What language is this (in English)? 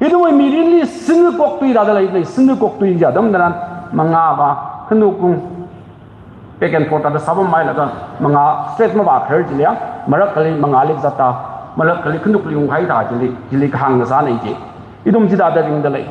Tangkhul Naga (India)